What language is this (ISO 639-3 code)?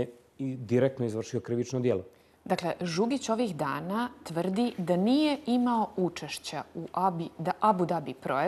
bos